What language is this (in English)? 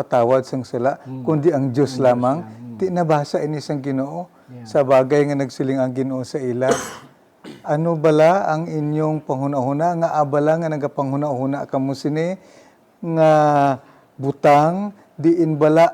Hiligaynon